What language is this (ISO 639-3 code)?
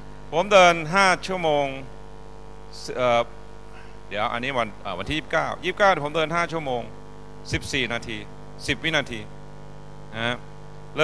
tha